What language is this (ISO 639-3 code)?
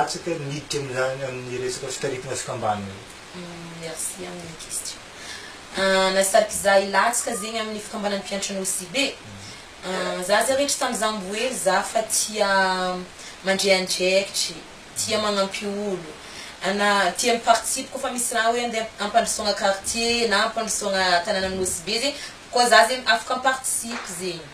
mlg